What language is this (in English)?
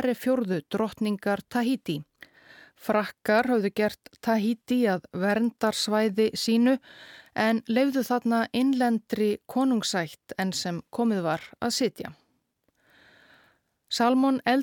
Icelandic